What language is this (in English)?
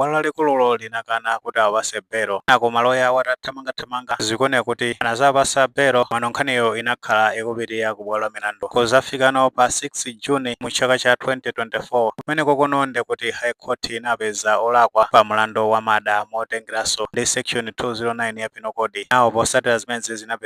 Nyanja